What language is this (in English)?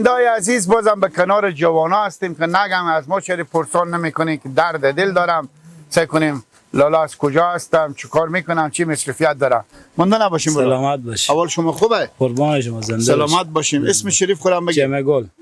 Persian